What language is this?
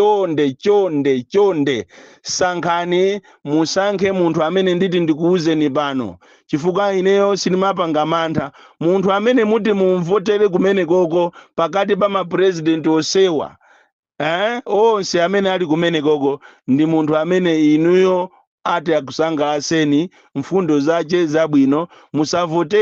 Nyanja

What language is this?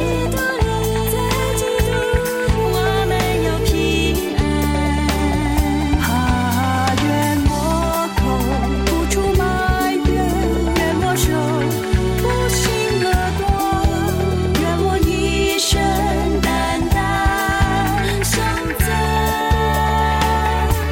Chinese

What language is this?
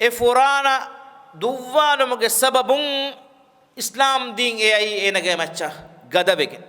Divehi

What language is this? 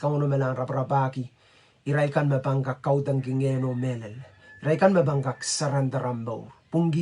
Pohnpeian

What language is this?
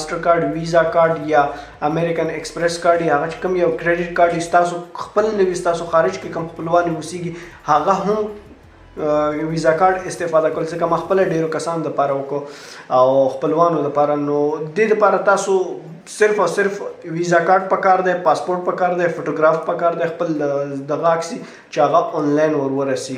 Pashto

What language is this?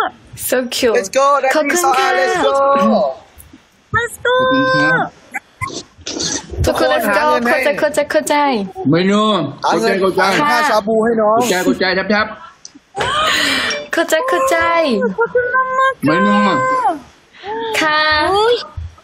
Thai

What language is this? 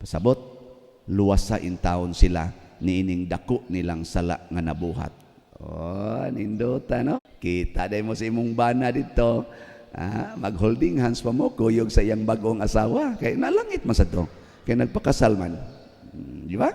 Cebuano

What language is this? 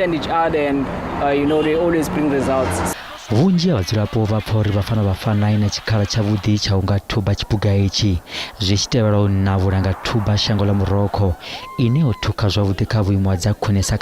Venda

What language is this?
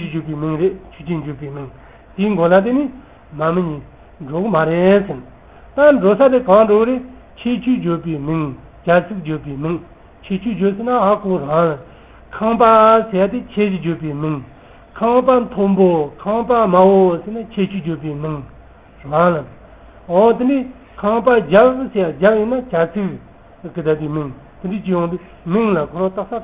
Tibetan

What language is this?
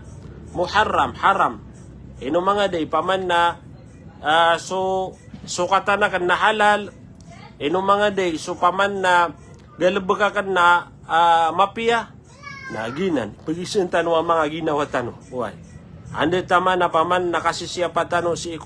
Maranao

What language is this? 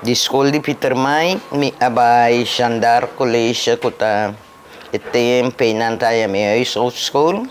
Papiamento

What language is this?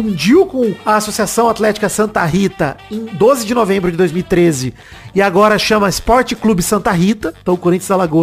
Portuguese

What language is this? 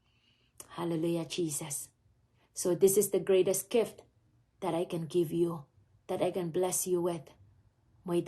Pohnpeian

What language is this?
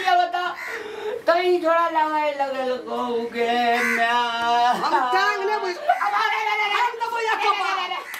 Maithili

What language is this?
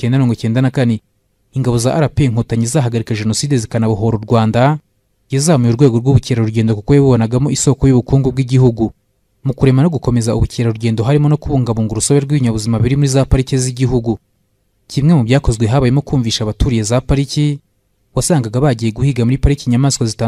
Kinyarwanda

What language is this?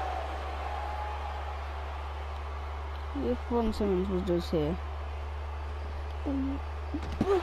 English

